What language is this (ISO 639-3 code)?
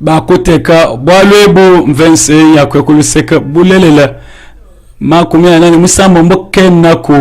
lua